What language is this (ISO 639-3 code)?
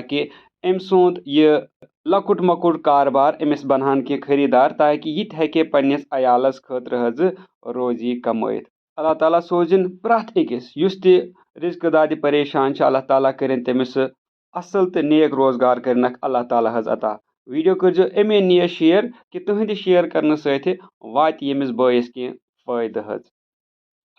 kas